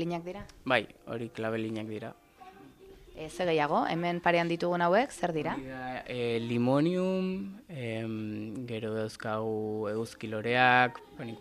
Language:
Basque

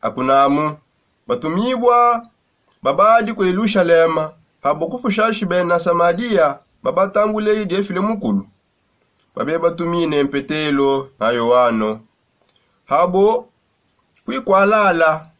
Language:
Songe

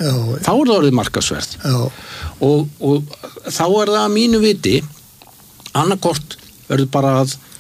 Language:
Icelandic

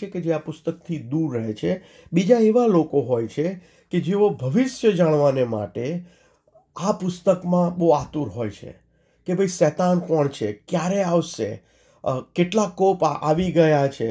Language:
Gujarati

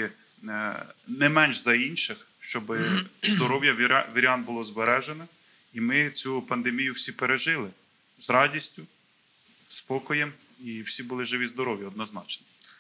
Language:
Ukrainian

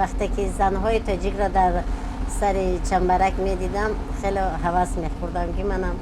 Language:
Tajik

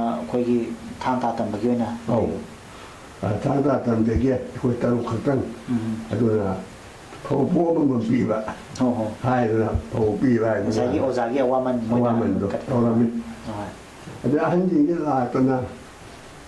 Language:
Manipuri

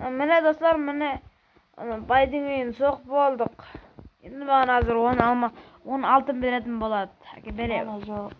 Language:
Kara-Kalpak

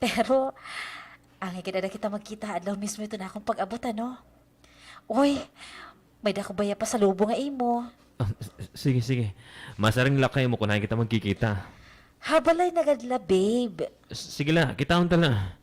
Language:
Waray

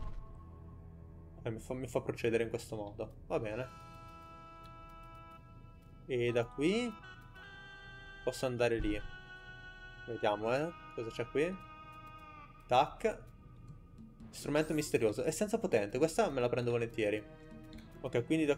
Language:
Italian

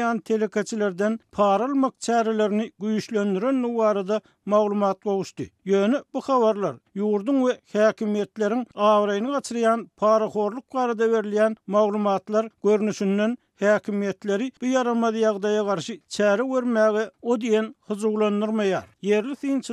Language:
Turkmen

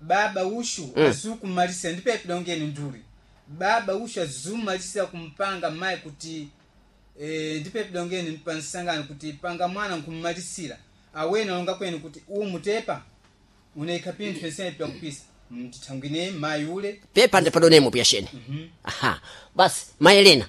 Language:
Sena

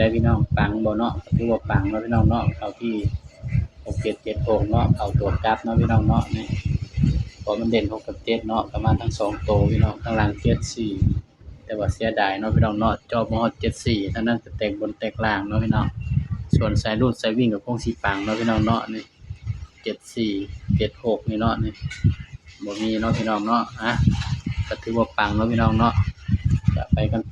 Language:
Northeastern Thai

